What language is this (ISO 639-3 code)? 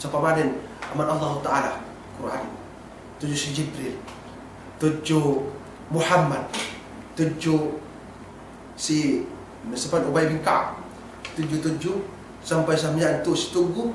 yka